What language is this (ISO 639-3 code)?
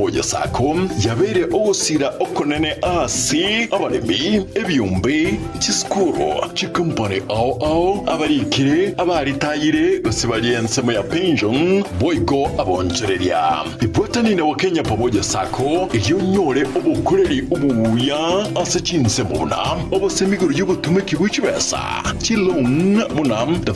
guz